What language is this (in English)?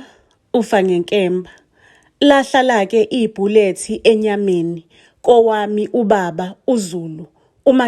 Zulu